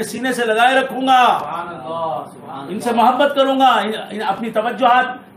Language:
Urdu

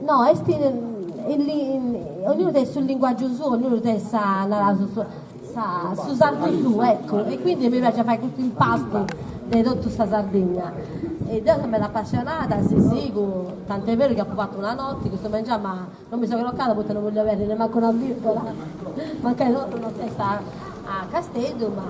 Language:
Sardinian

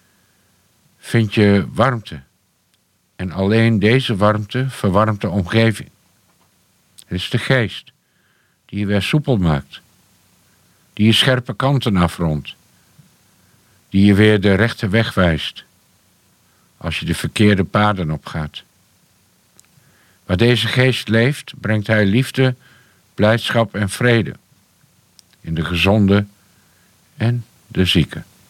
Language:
Dutch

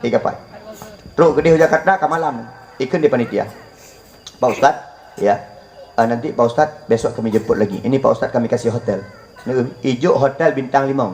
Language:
Achinese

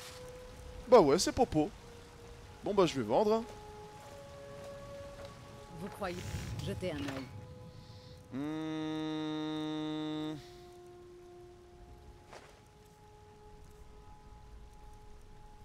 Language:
French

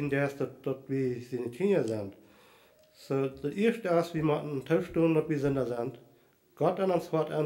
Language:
Plautdietsch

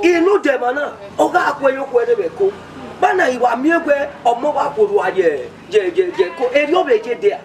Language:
Bini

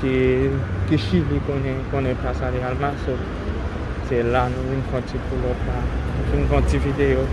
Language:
Haitian Creole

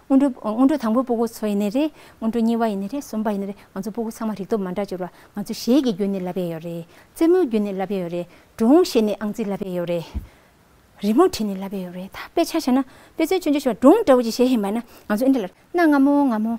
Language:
Tibetan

